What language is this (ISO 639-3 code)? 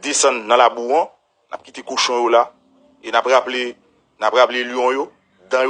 hat